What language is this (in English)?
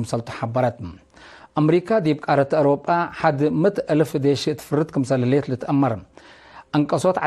Tigre